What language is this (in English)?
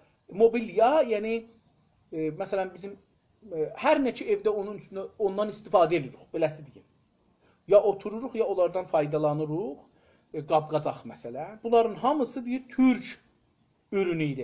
South Azerbaijani